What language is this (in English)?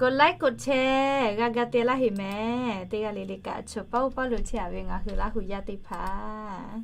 Lahu